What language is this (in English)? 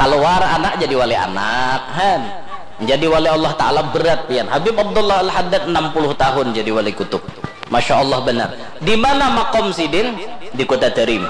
Banjar